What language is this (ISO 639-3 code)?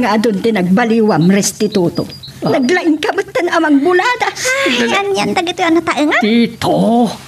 ilo